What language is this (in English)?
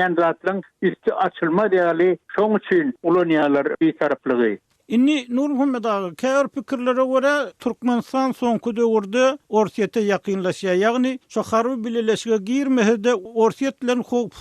Turkmen